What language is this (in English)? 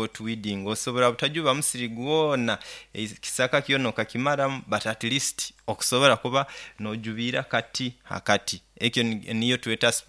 Nyoro